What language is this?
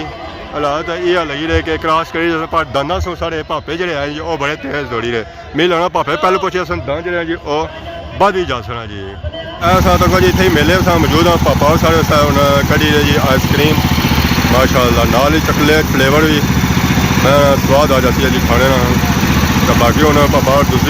Pahari-Potwari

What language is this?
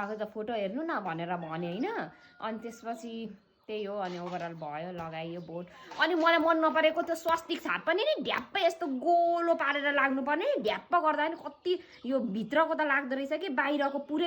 Nepali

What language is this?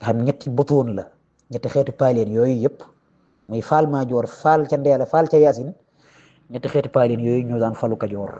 Wolof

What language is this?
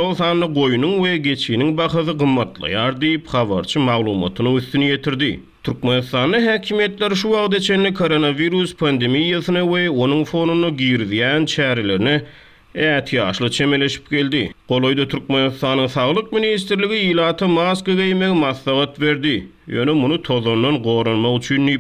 Turkmen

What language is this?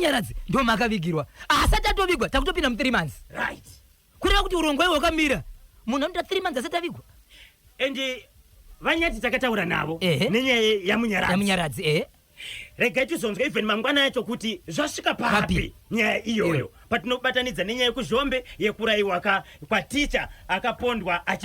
Shona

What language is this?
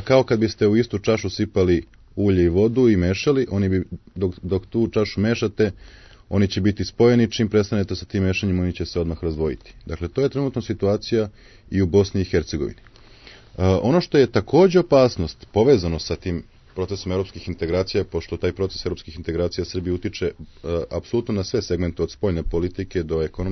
Serbian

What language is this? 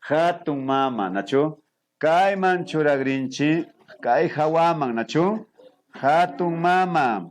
Imbabura Highland Quichua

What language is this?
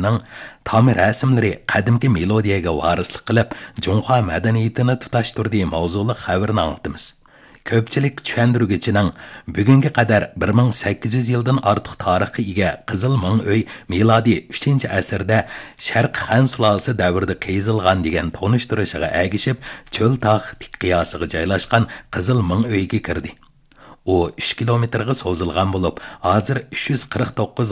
Uyghur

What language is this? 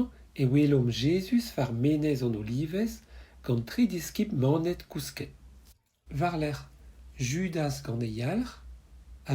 Breton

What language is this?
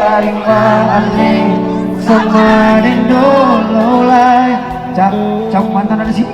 Ambonese Malay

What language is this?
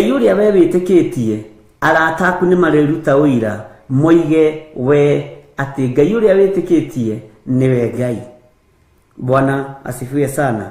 Kikuyu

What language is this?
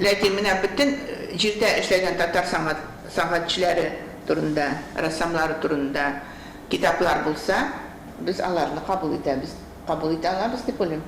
Tatar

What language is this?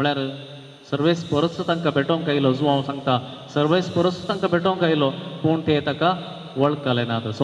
Konkani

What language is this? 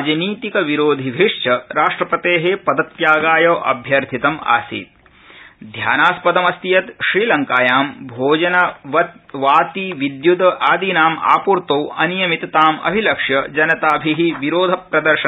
Sanskrit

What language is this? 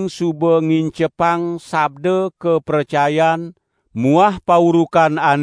Balinese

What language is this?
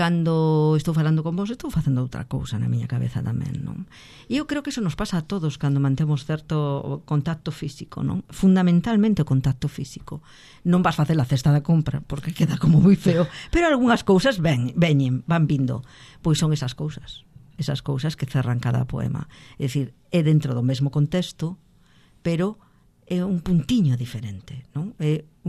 Galician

